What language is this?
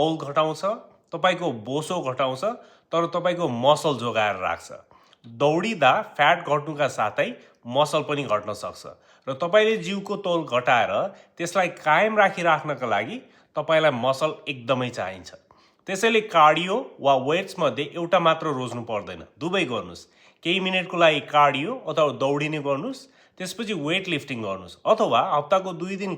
Nepali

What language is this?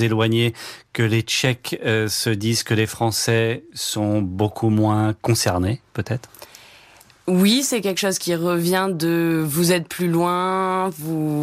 French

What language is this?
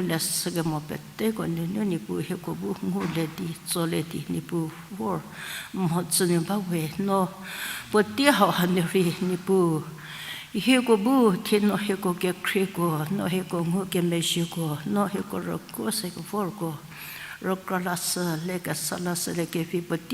Angami Naga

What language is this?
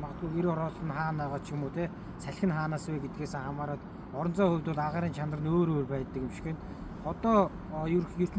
Mongolian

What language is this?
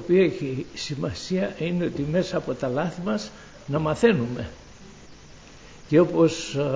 Greek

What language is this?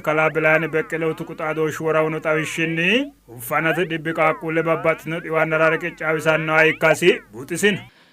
Sidamo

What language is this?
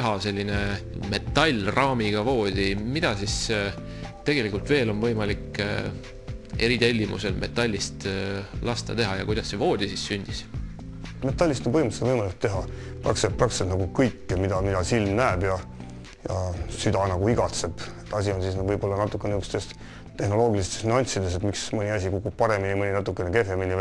Estonian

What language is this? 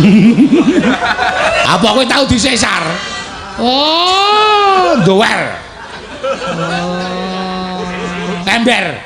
Javanese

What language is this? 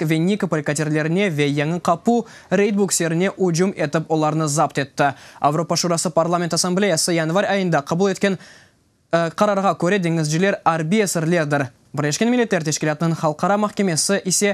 Crimean Tatar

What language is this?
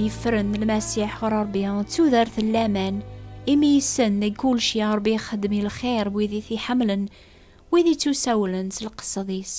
Kabyle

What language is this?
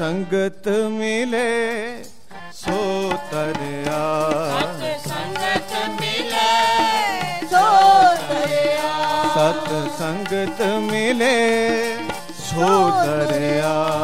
Punjabi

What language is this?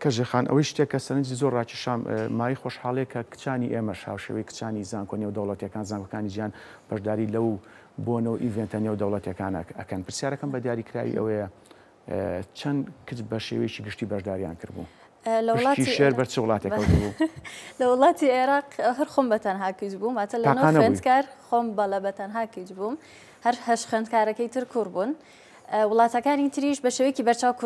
Central Kurdish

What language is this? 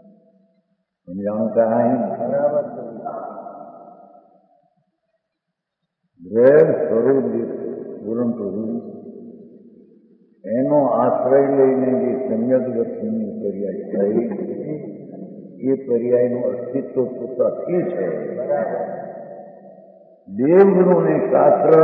Gujarati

